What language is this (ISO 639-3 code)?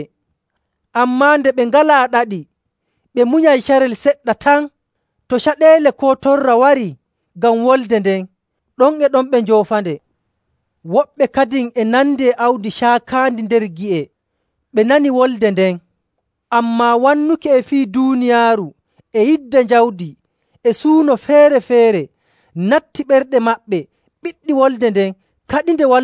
fuv